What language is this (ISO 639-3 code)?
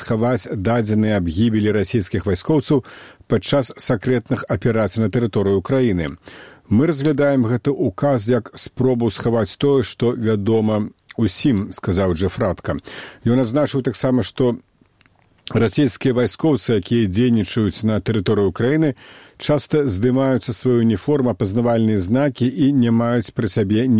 bel